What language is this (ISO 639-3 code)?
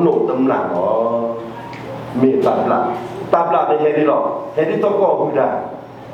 ksw